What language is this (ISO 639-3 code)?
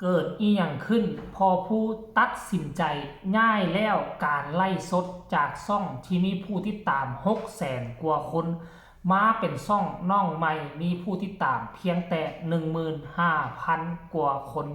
tts